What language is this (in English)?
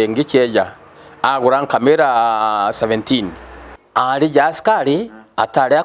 Meru